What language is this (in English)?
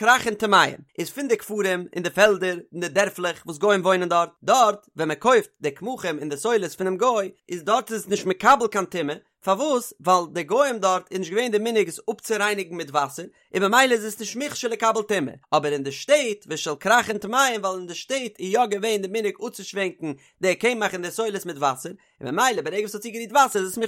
Yiddish